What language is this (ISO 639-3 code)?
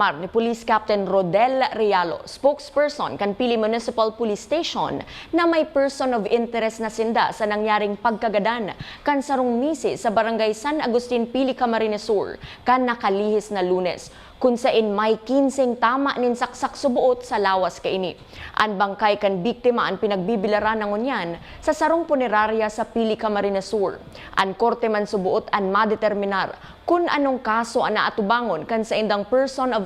bik